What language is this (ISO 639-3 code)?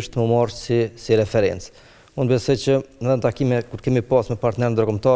sqi